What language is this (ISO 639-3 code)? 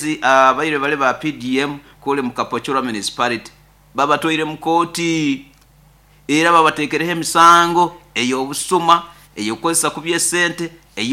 nyo